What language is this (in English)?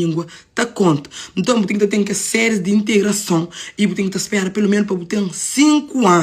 Kabuverdianu